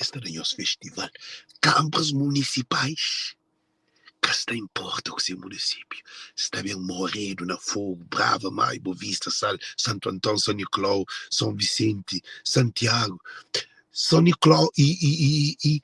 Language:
Kabuverdianu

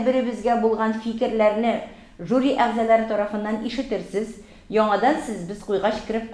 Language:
Tatar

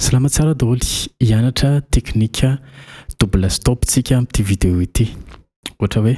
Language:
Malagasy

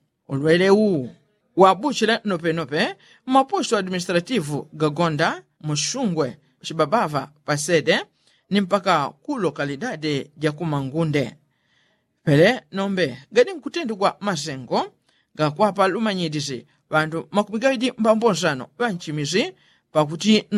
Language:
Yao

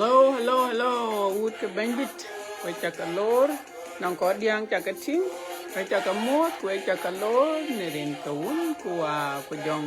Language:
Dinka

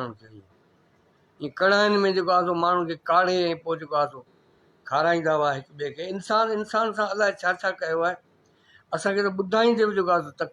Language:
Sindhi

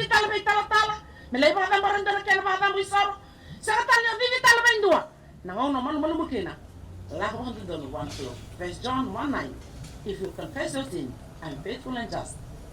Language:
Fijian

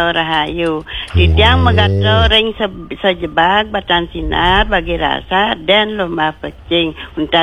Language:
Balinese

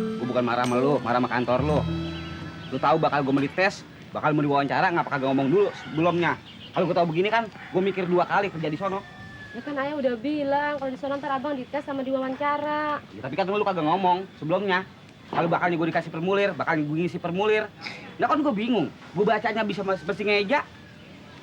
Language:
Betawi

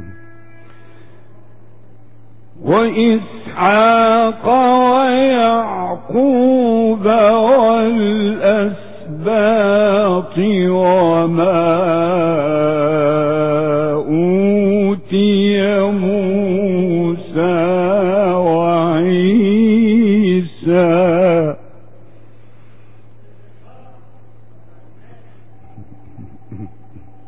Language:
Arabic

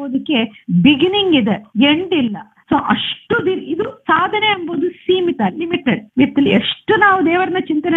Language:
Kannada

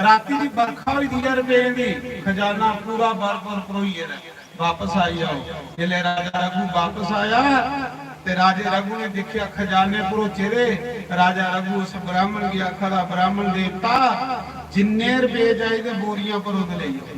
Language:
Dogri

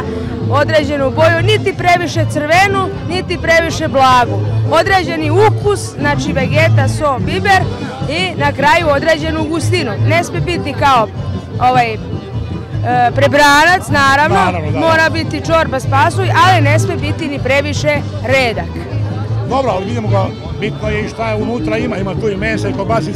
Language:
Serbian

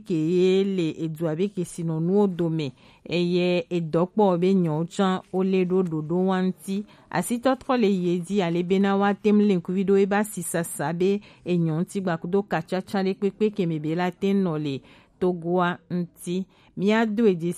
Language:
Gen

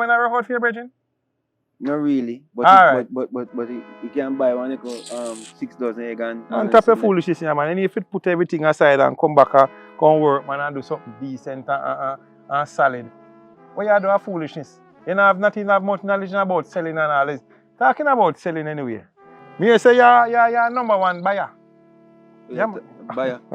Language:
Jamaican Creole English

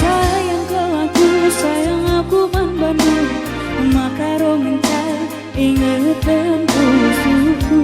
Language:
Batak Karo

